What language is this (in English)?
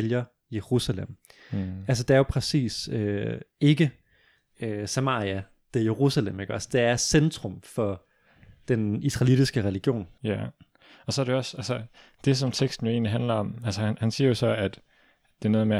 Danish